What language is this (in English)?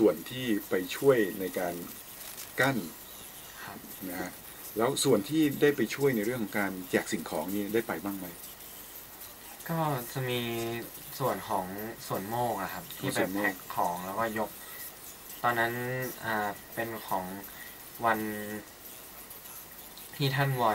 Thai